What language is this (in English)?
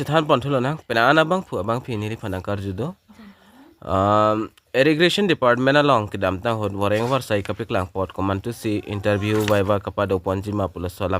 Karbi